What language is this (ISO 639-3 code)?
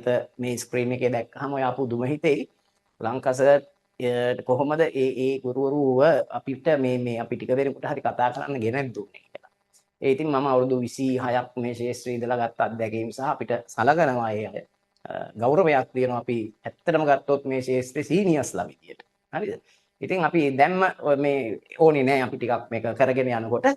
sin